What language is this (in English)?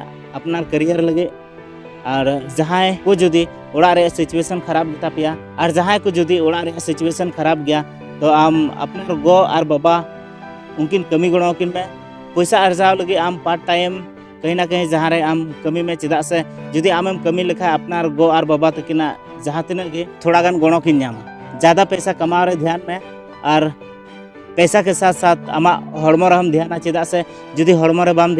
Santali